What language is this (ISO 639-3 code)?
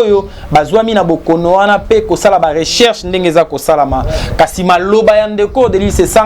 lin